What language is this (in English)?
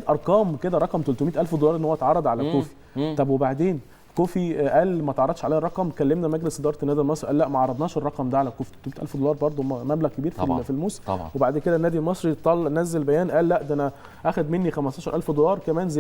Egyptian Arabic